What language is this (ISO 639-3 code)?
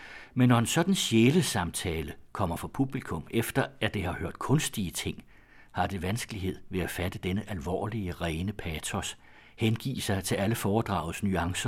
dan